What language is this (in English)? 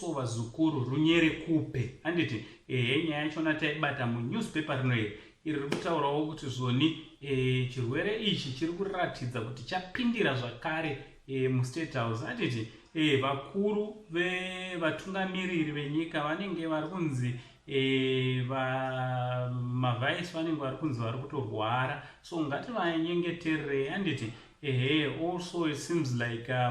Shona